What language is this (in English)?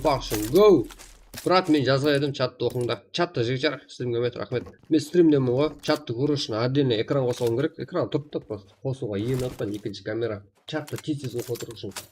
Kara-Kalpak